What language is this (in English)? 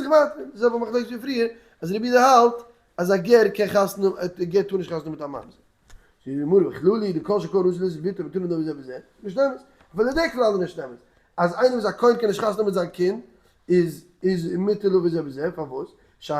Yiddish